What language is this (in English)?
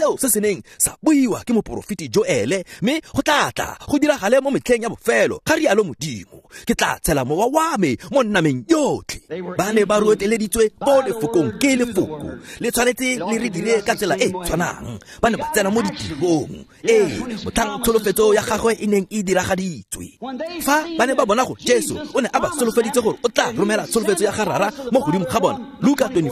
Tswana